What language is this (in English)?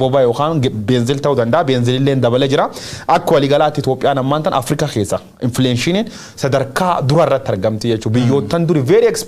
Oromo